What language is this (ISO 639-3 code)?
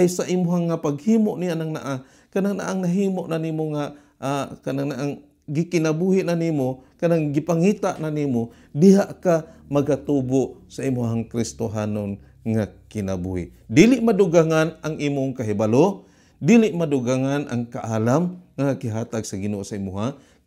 ceb